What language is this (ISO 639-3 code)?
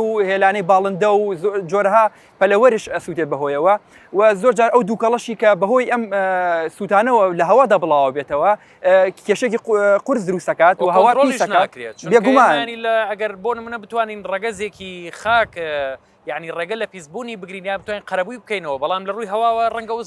ckb